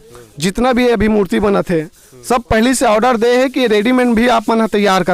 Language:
Chhattisgarhi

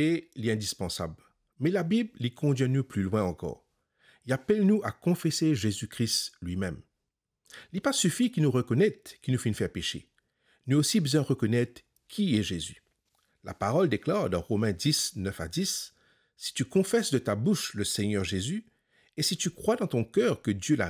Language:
Morisyen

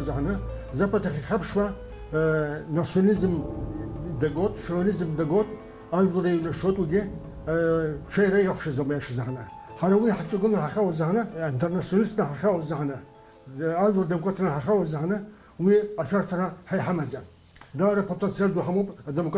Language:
Abkhazian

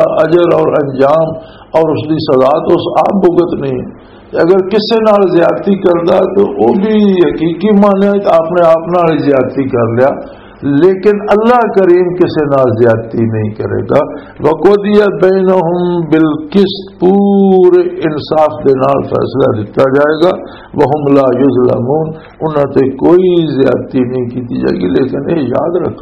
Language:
Western Panjabi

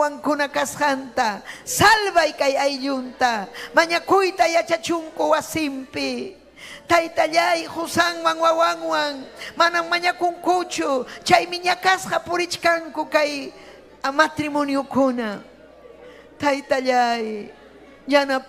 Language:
Ayacucho Quechua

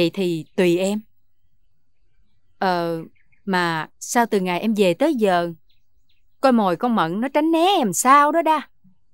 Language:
Vietnamese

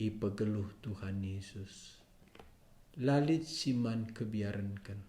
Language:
Batak Karo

